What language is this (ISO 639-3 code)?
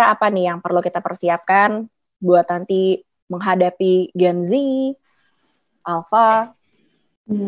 ind